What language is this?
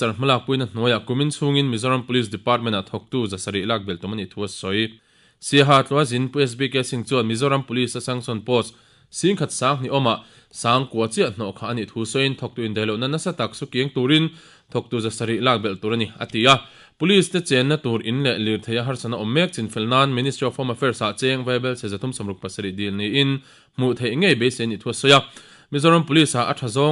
Mizo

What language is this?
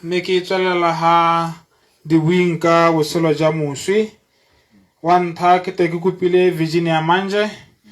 Tswana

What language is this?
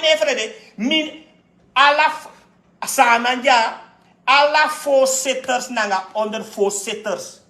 Sranan Tongo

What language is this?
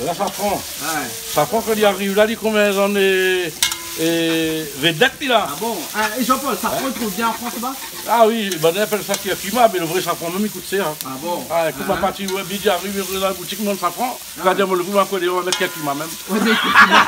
Réunion Creole French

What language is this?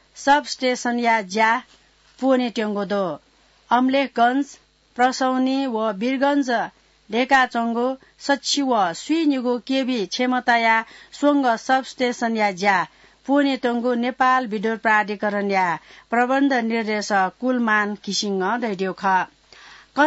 Newari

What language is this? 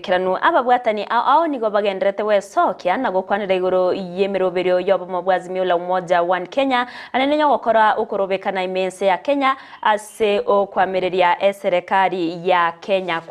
Gusii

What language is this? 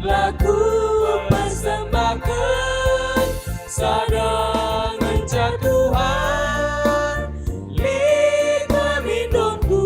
Batak Karo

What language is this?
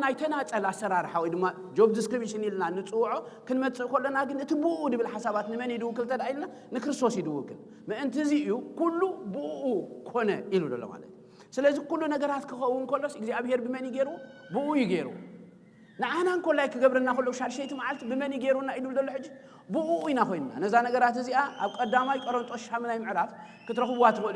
Tigrinya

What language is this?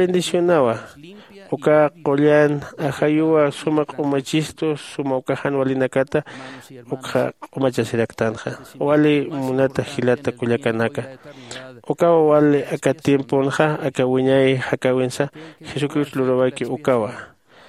Aymara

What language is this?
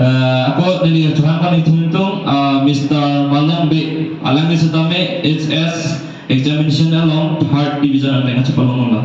Karbi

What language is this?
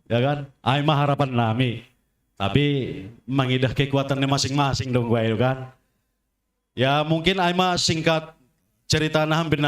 Batak Simalungun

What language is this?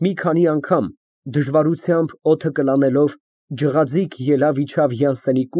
Armenian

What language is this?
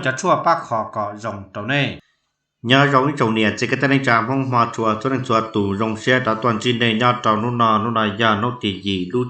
Hmong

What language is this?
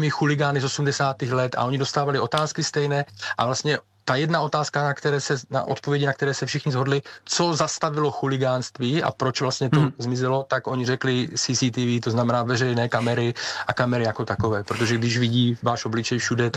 Czech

